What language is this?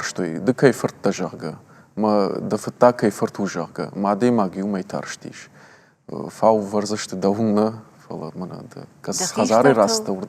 Ossetic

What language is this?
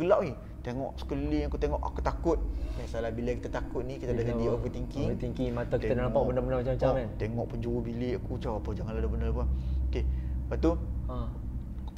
Malay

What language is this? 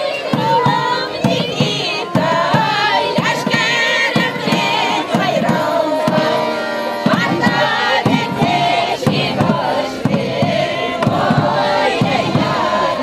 Chuvash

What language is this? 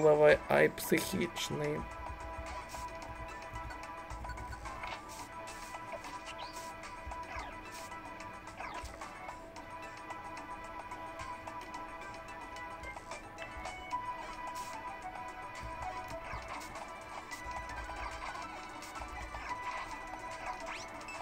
Ukrainian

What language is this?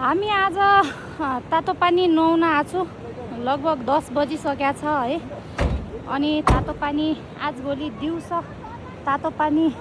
Nepali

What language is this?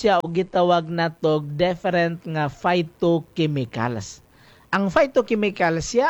Cebuano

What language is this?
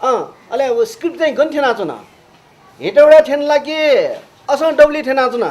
Newari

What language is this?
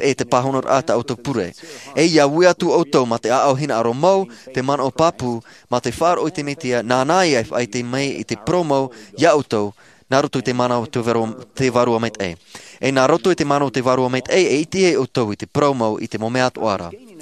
Tahitian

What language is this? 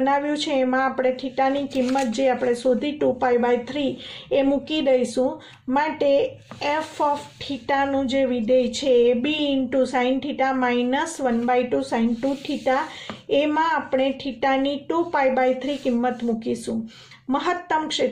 Gujarati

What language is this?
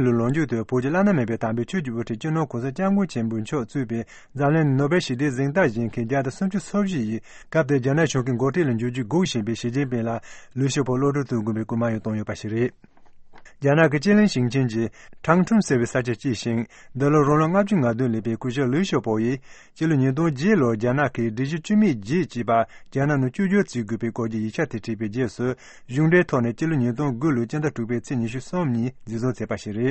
Tibetan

